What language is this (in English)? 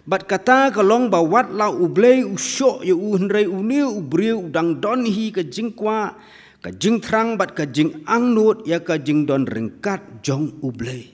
Khasi